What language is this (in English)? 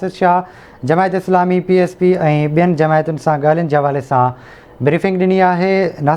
Sindhi